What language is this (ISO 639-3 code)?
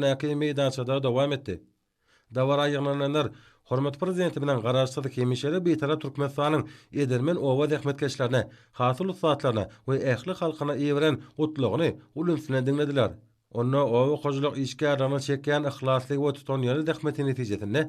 tuk